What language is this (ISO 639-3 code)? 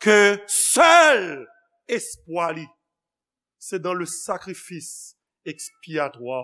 hat